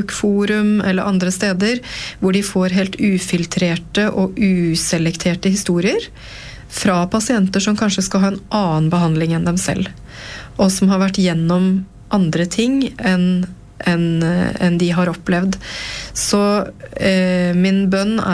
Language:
Norwegian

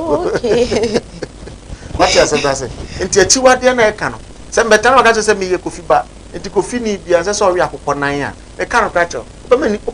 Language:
Akan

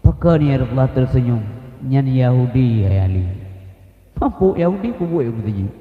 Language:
Achinese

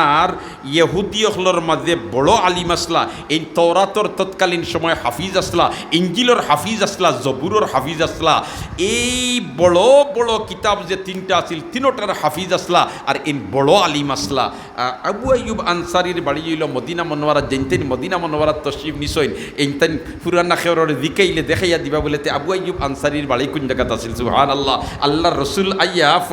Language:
Sylheti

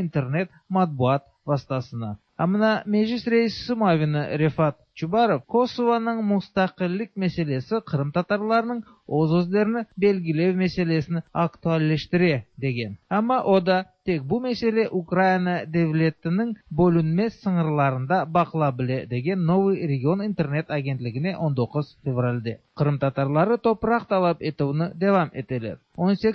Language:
Tatar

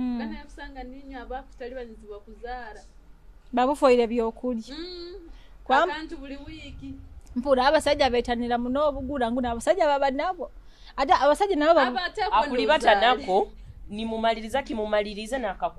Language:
Nyoro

